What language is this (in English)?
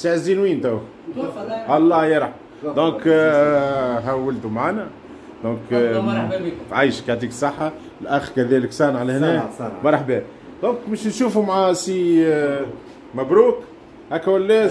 Tunisian Arabic